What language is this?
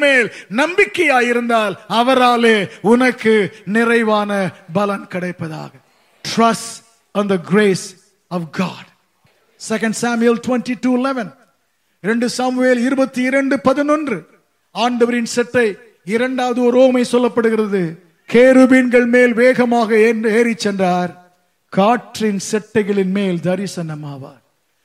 Tamil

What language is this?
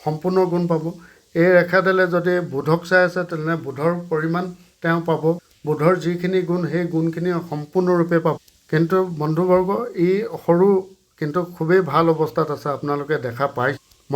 Assamese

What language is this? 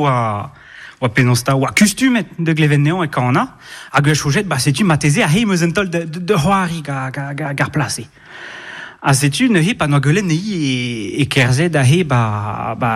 Breton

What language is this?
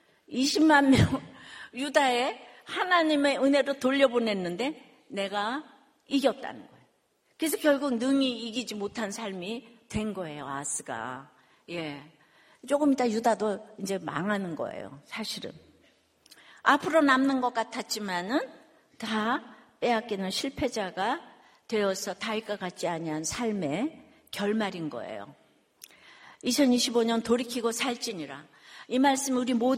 Korean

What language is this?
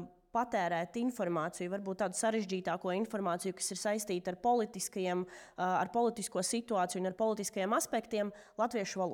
Latvian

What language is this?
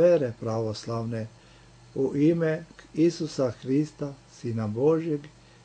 Serbian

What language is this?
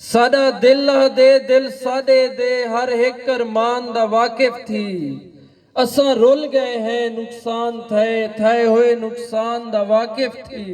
Saraiki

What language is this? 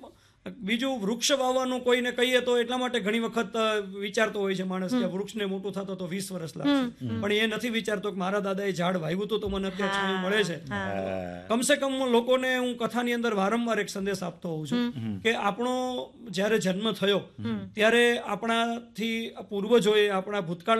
Gujarati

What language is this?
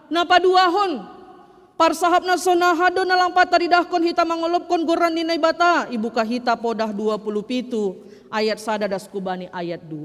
Batak Simalungun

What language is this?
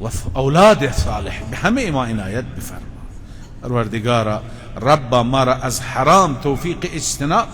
Persian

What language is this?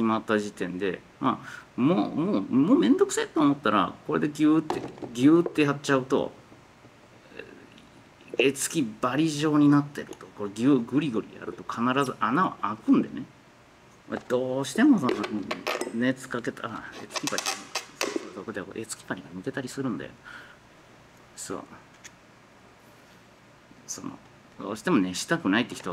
Japanese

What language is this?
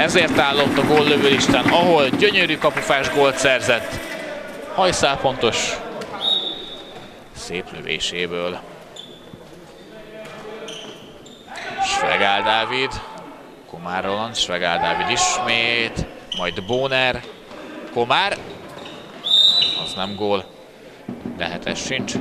Hungarian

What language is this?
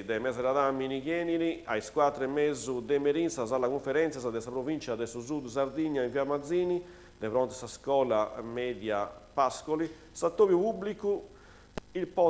Sardinian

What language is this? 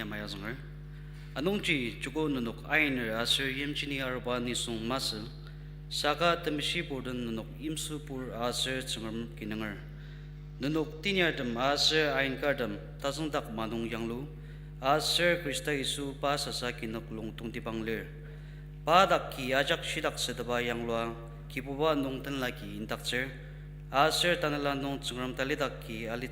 Ao Naga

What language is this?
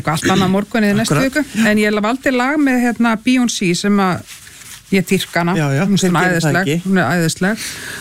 Icelandic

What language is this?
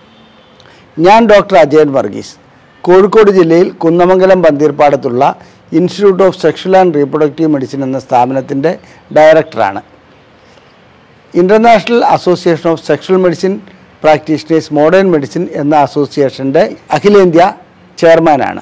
Malayalam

